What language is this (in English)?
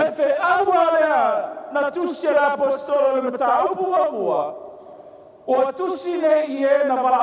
Samoan